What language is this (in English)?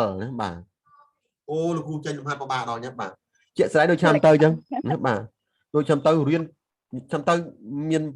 Khmer